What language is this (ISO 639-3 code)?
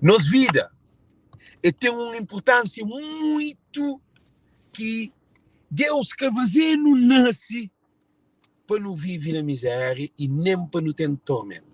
kea